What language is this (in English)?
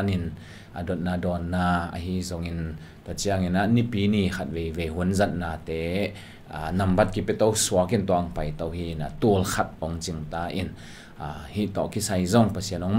Tedim Chin